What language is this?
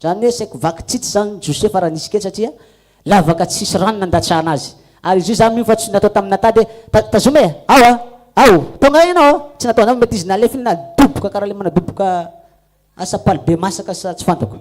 Malagasy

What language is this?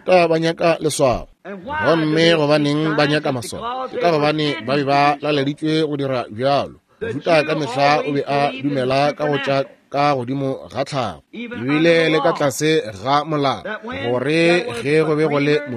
Northern Sotho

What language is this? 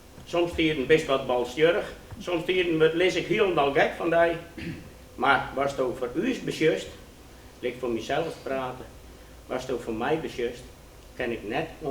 Western Frisian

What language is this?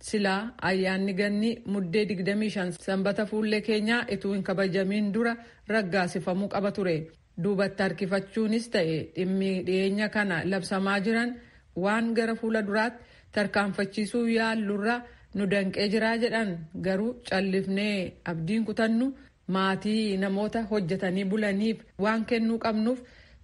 Oromo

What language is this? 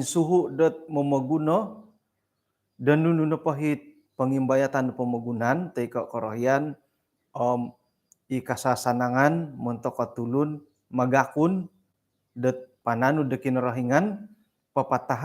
Central Dusun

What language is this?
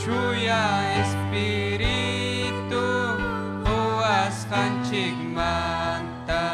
Ayacucho Quechua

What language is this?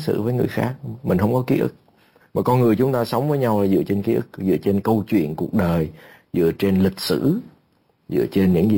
Vietnamese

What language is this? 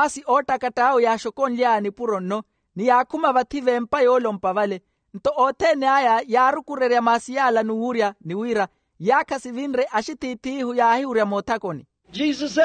Makhuwa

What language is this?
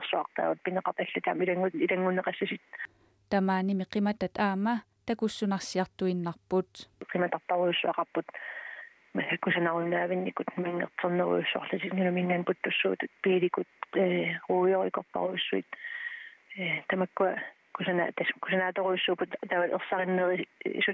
Kalaallisut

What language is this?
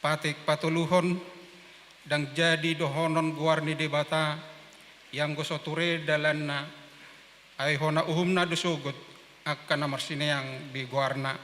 Batak Toba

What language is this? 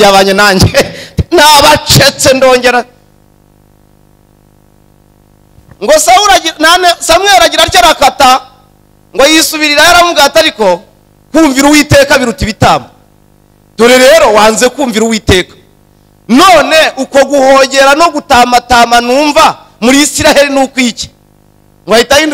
Kinyarwanda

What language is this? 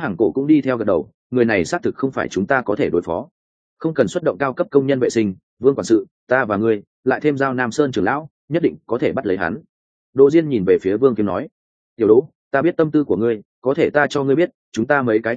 Vietnamese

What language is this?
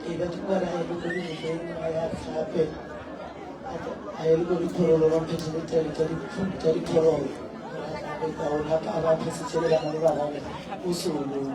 Northern Sotho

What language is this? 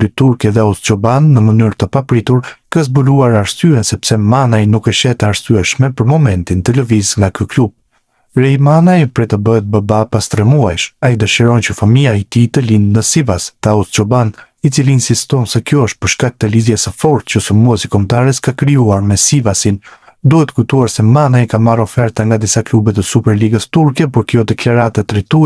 Albanian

